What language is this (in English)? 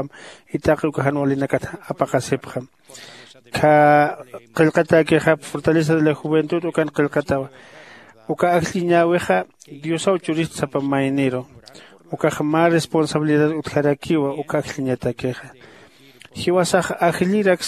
Aymara